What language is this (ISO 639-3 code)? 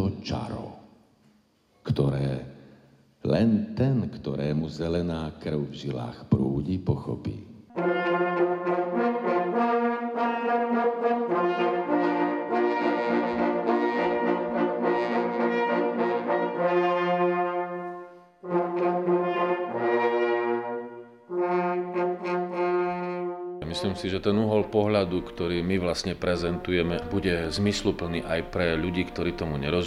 slk